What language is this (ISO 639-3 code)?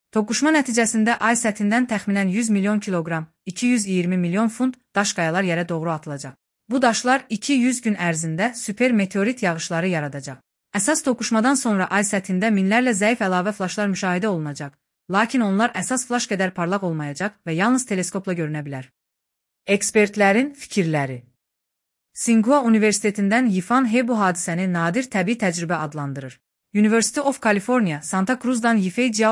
aze